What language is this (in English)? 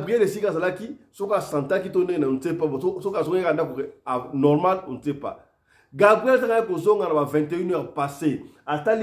Lingala